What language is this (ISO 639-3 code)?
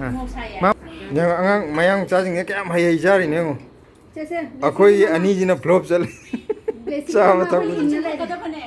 mni